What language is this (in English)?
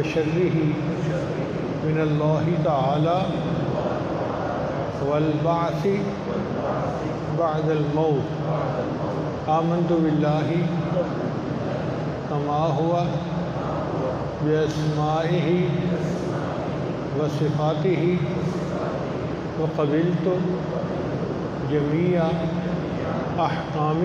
Urdu